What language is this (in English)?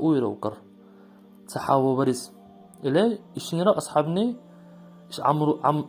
Dargwa